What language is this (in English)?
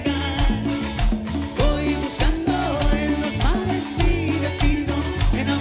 Spanish